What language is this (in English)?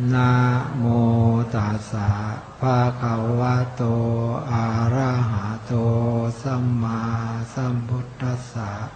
Pali